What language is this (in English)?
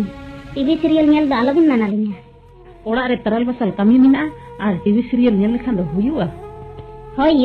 Santali